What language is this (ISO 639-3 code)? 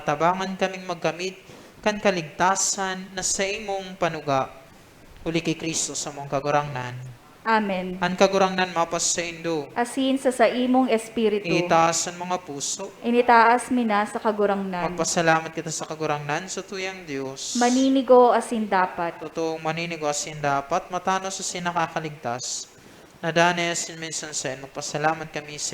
bik